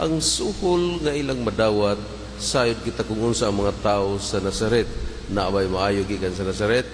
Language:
Cebuano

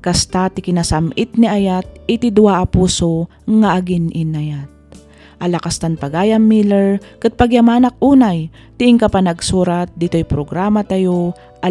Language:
Iloko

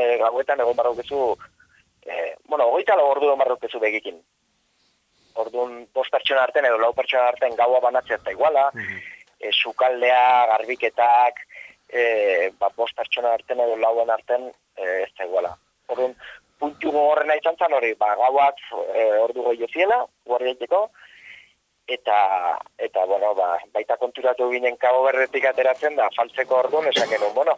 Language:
Basque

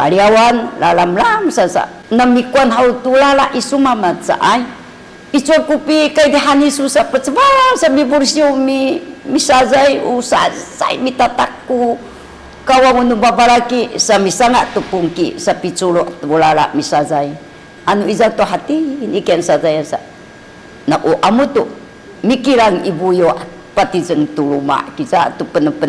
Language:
Sakizaya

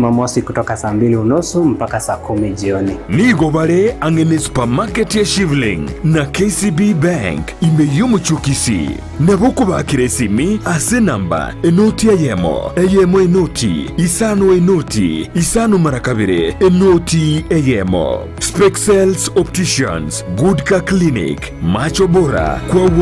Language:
Gusii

